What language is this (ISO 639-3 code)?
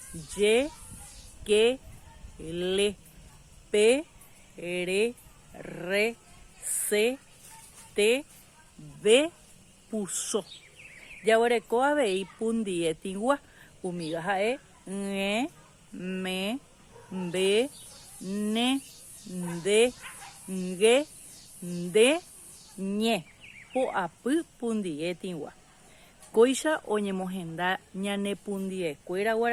grn